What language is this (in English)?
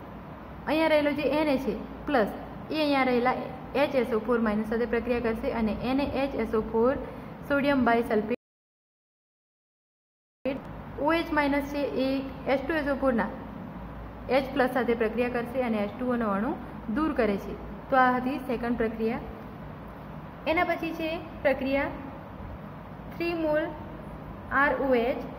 Gujarati